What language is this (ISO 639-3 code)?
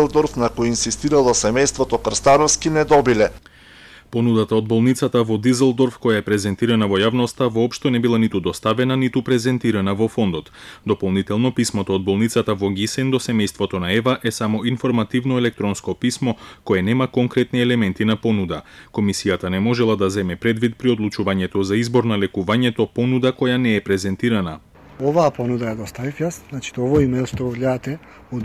mkd